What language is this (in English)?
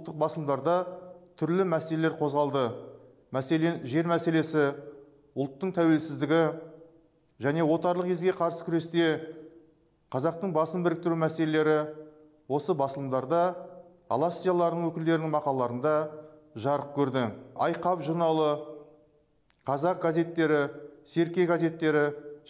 Kazakh